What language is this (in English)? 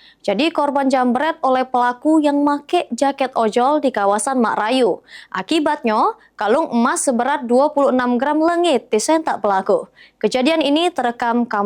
Musi